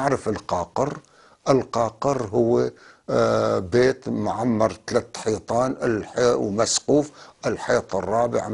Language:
North Levantine Arabic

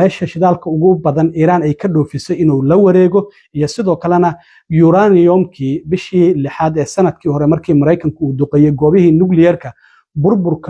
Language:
Somali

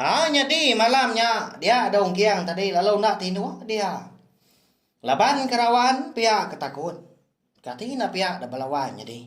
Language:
Iban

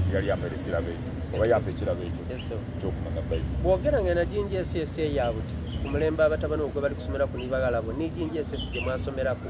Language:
Soga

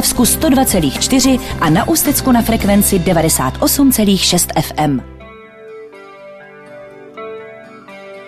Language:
Czech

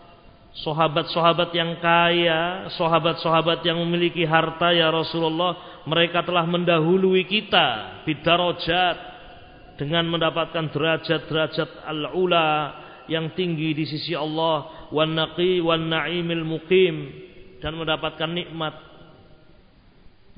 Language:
Indonesian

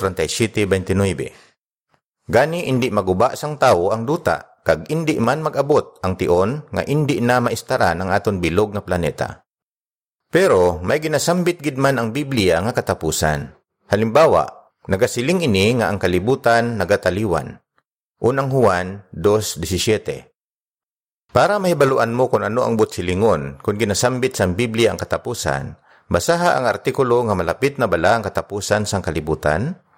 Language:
Hiligaynon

